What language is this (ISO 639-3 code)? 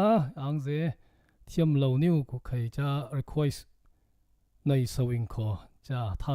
cfm